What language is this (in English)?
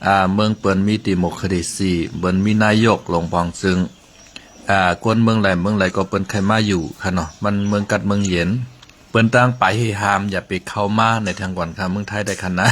Shan